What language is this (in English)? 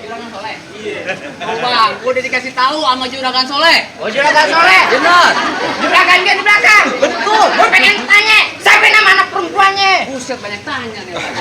Betawi